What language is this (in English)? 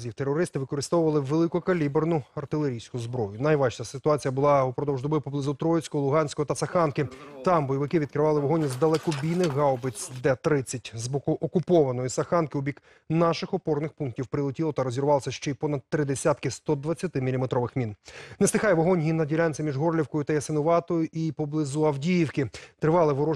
Ukrainian